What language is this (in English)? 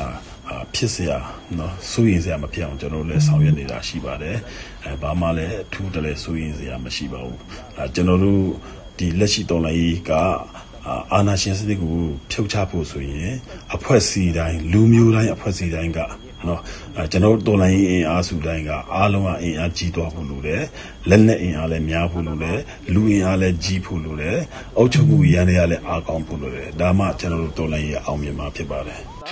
Burmese